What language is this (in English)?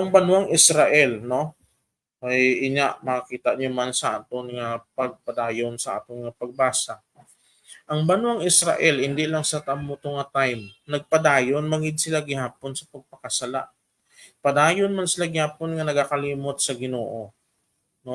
Hiligaynon